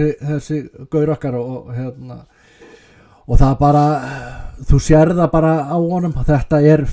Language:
Icelandic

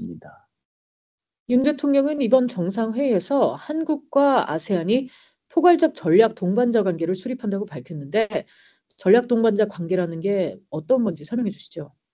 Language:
Korean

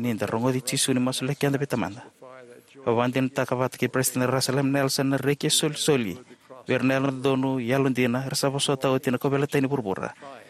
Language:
Fijian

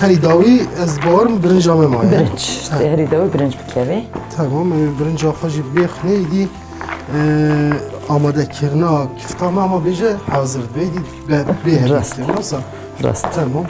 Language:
Kurdish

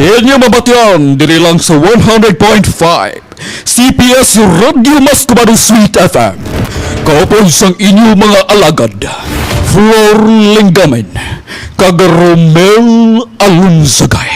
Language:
Hiligaynon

